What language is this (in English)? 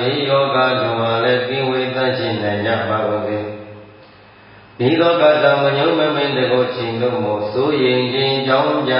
Burmese